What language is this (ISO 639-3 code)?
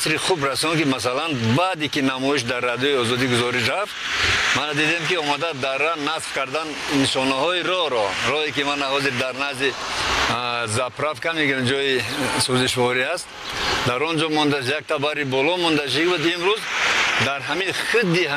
tgk